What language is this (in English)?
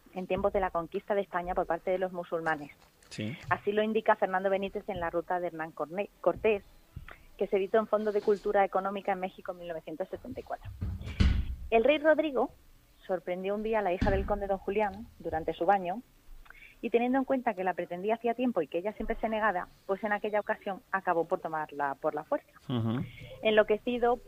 Spanish